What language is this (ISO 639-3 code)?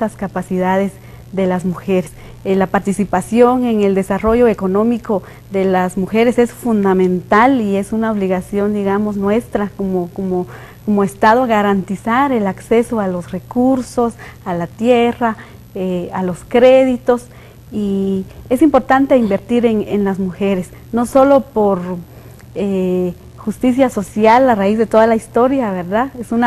spa